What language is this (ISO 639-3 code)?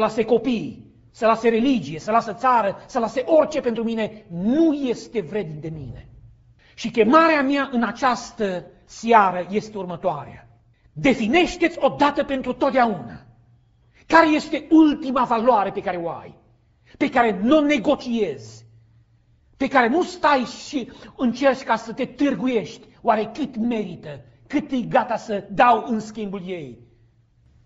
ron